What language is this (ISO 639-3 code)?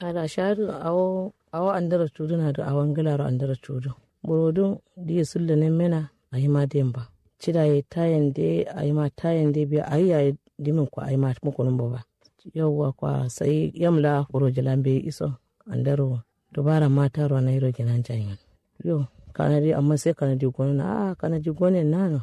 kau